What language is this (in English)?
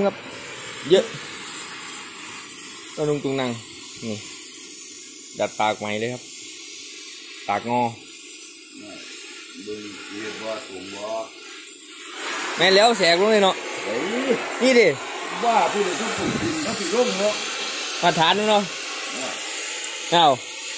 Thai